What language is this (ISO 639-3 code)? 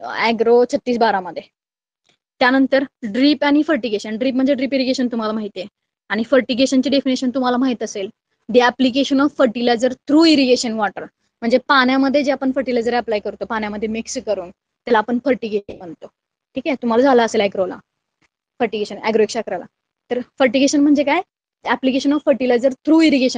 mar